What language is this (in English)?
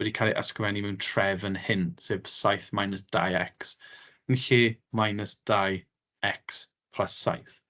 Welsh